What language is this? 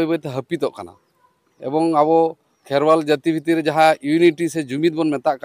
Santali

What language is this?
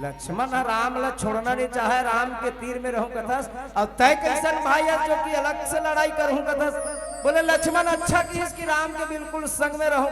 Chhattisgarhi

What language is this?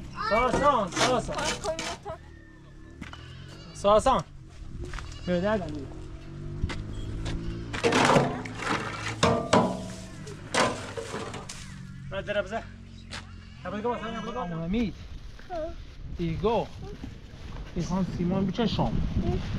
Persian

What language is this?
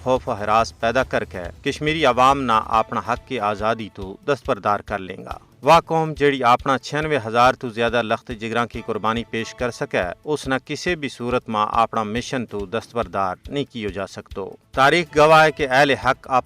Gujari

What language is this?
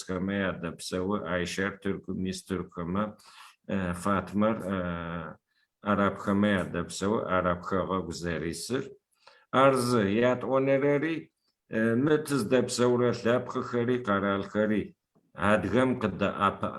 Adyghe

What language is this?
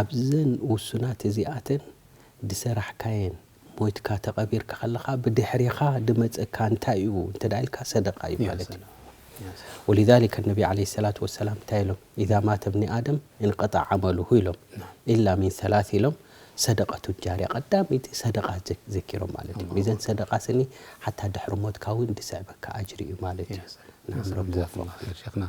Tigrinya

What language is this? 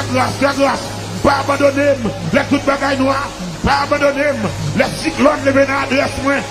Haitian Creole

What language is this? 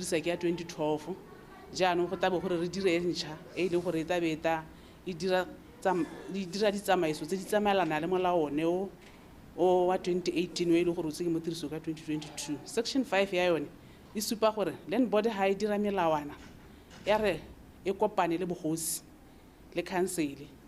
Tswana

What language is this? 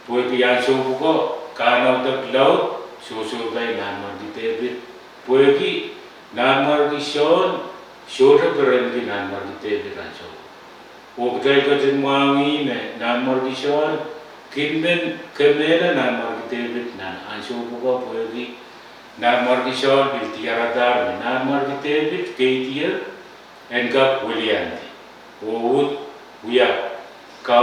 Pohnpeian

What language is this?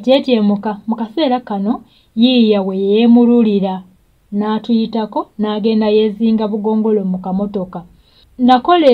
Ganda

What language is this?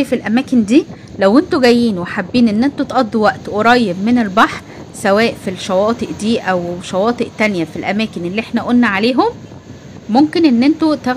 Egyptian Arabic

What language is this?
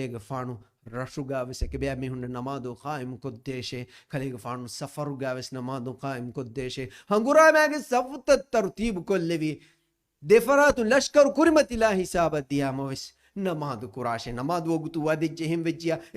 Divehi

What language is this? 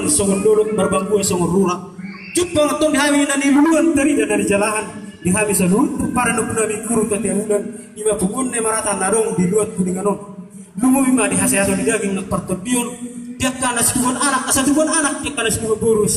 Batak Toba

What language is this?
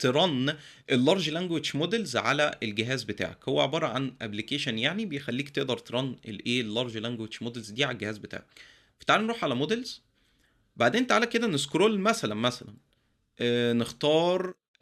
Egyptian Arabic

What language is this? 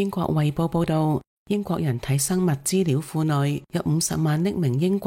Cantonese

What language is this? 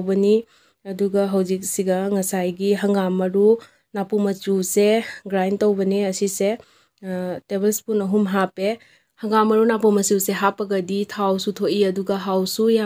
Manipuri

